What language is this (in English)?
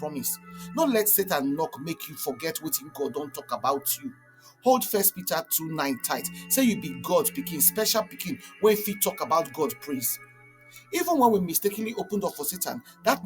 Nigerian Pidgin